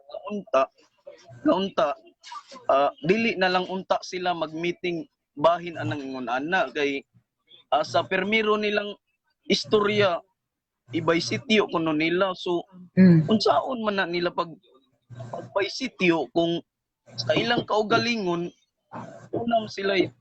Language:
Cebuano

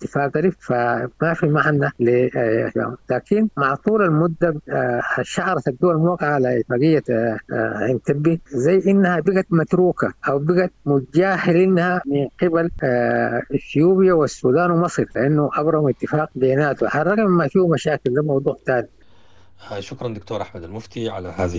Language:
Sudanese Arabic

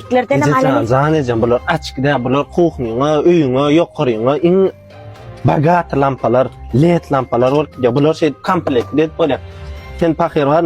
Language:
Turkmen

